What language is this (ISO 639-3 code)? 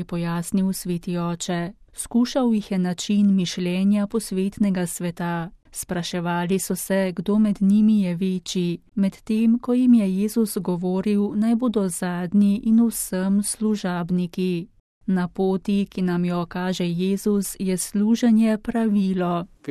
slv